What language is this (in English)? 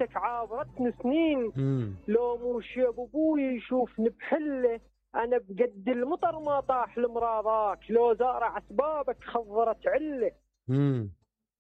Mesopotamian Arabic